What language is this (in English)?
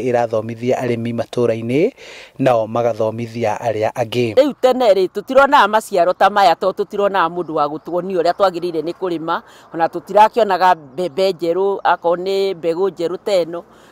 Kikuyu